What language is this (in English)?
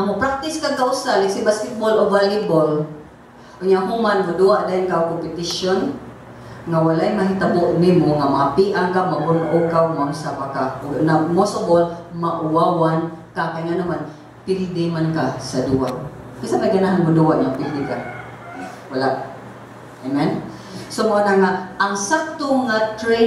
Cebuano